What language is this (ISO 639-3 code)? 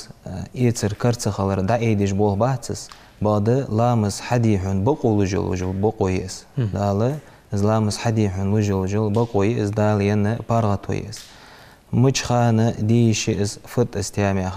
inh